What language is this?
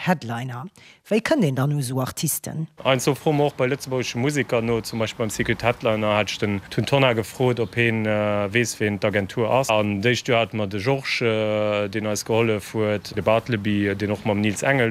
Luxembourgish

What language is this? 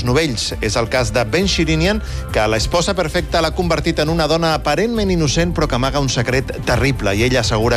Catalan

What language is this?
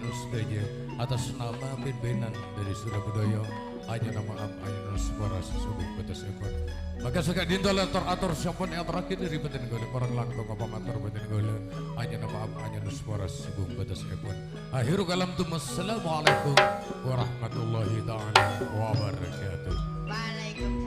Madurese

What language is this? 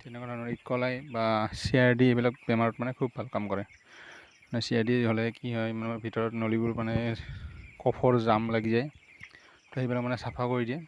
Assamese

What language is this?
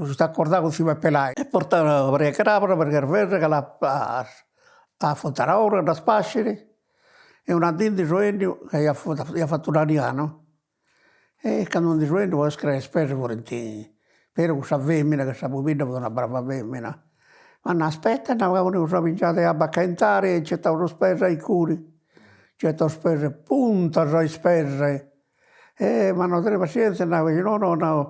Sardinian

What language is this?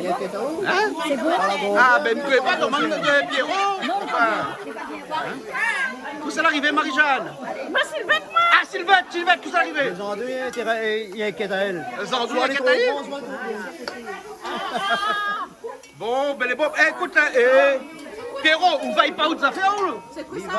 Réunion Creole French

